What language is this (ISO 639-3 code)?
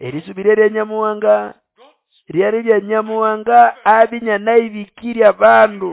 nnb